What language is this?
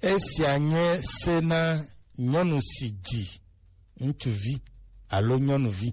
Gen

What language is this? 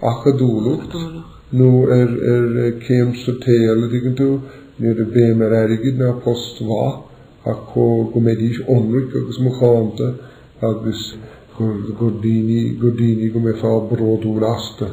Irish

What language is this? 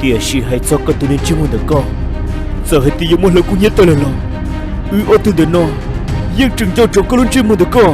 Hmong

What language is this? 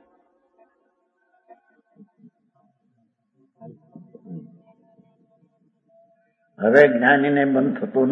Gujarati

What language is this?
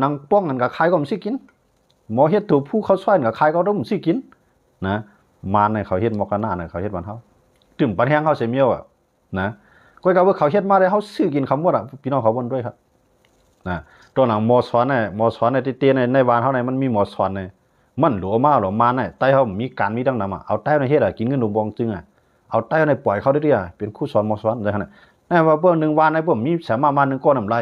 Shan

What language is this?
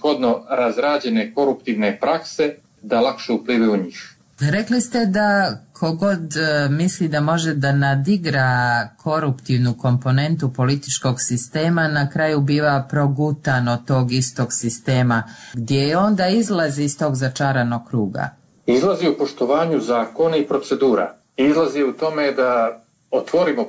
Bosnian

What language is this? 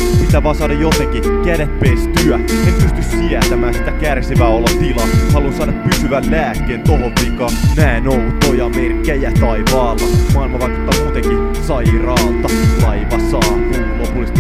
Finnish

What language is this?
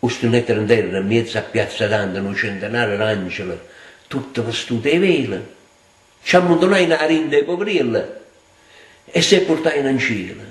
Neapolitan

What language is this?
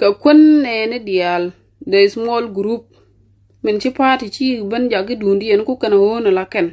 Nuer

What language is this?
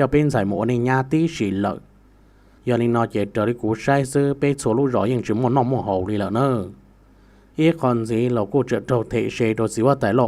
Hmong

